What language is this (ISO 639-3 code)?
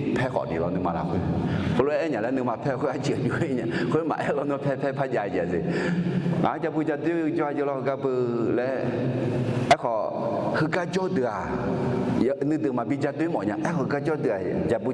ahk